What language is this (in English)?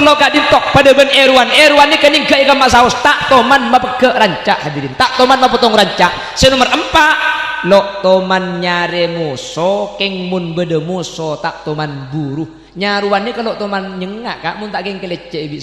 Madurese